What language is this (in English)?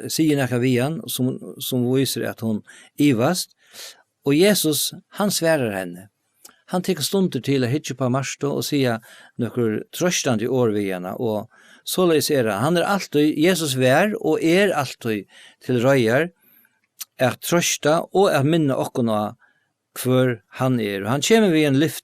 Faroese